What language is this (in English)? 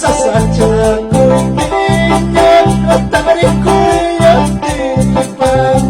Quechua